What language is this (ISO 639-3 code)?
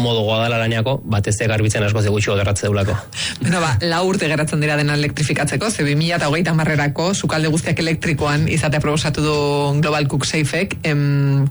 eus